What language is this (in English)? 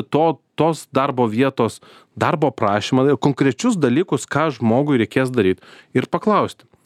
Lithuanian